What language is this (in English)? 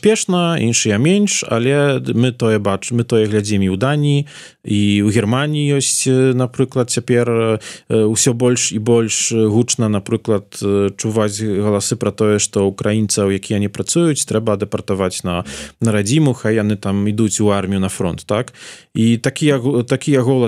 Belarusian